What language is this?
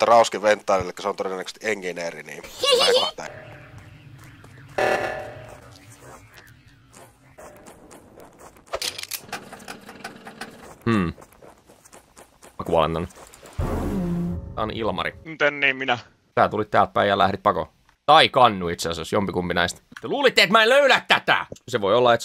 Finnish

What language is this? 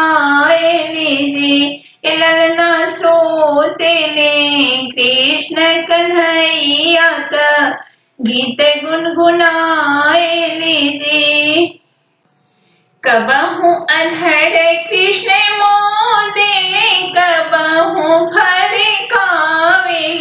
Bhojpuri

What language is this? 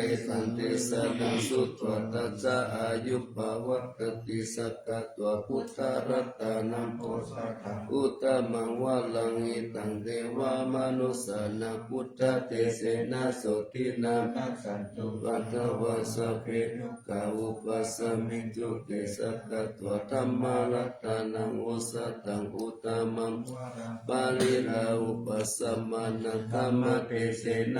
Pali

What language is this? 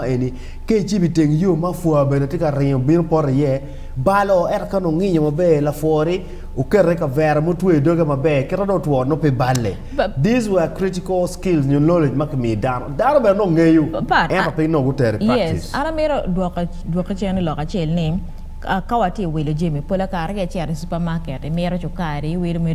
Acoli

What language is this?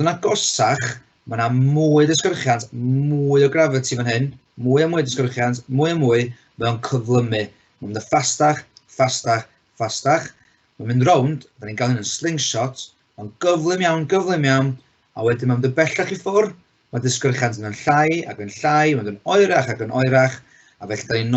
Welsh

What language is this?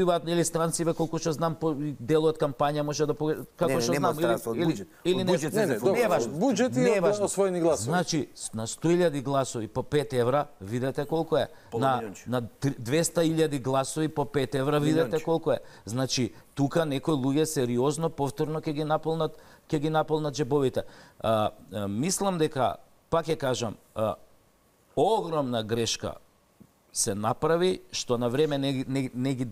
Macedonian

